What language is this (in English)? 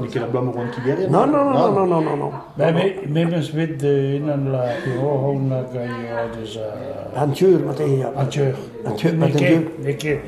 Breton